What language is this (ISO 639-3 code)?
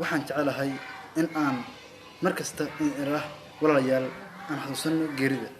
som